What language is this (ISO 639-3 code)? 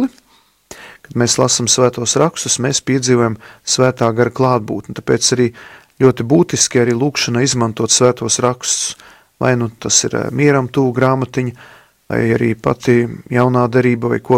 lav